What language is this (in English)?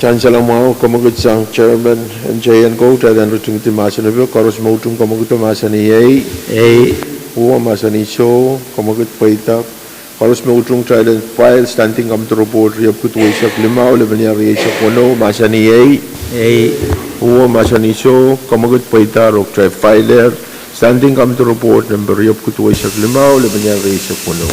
Pohnpeian